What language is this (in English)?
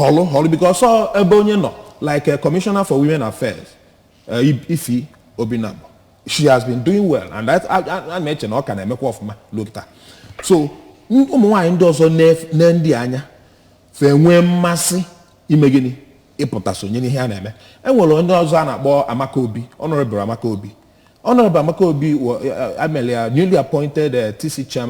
Igbo